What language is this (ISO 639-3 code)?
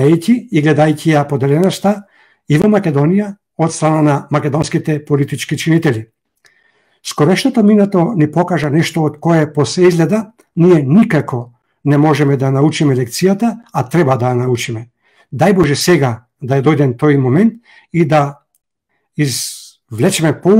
mkd